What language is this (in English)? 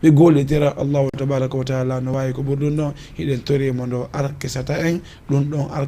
Fula